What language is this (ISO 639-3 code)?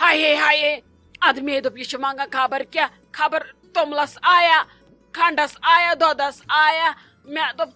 kas